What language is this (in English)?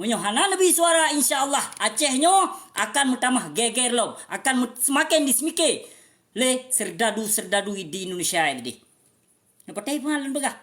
Achinese